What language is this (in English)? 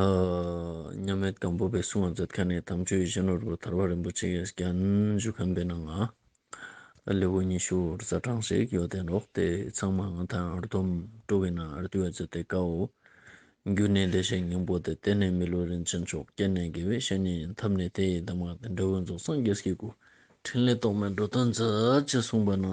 Ladakhi